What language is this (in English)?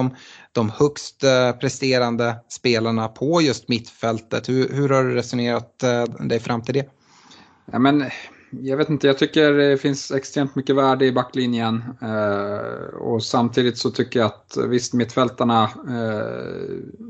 Swedish